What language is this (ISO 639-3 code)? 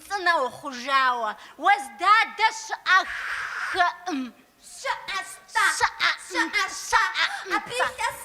kbd